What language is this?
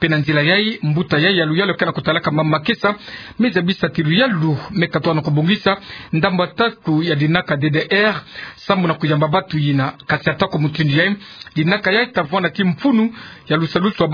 Kituba (Democratic Republic of Congo)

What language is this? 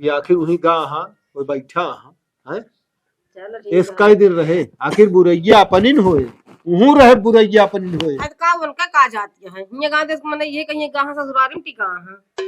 Awadhi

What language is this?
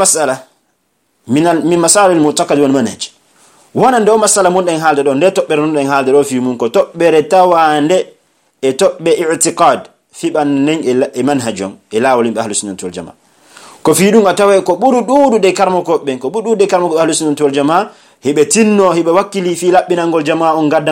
Pular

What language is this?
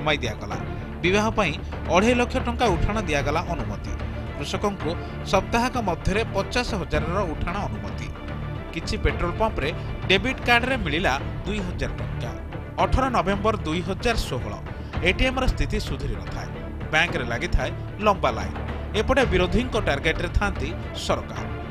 Odia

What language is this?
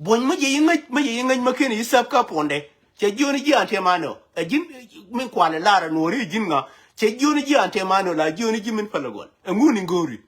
Nuer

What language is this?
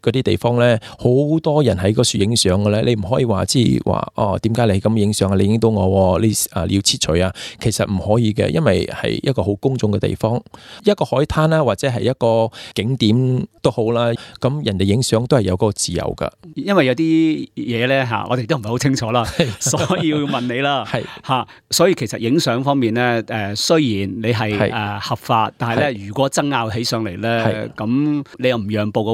Cantonese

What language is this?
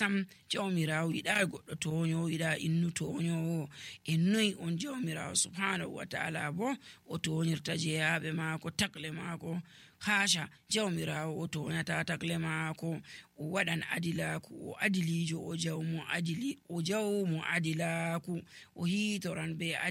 Nigerian Fulfulde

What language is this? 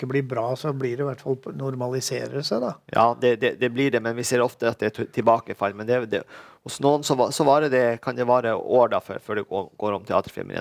Norwegian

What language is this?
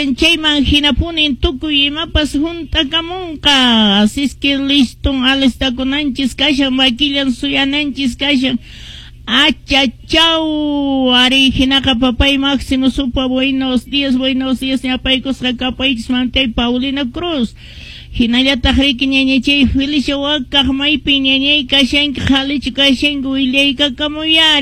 Quechua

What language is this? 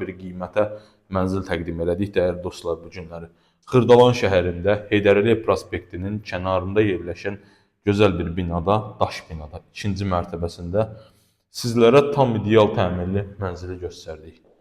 Azerbaijani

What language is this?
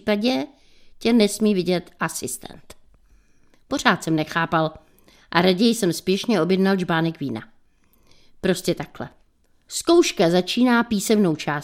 Czech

